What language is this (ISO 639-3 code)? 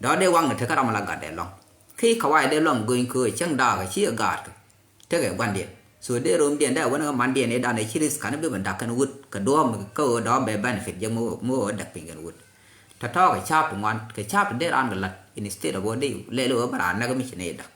nus